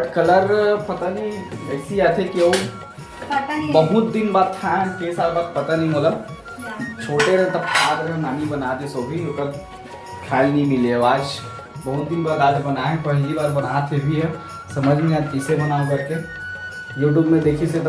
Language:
Chhattisgarhi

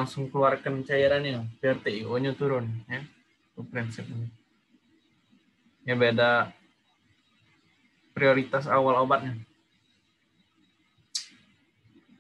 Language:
Indonesian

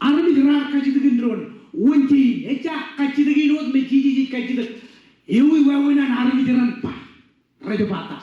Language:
Marshallese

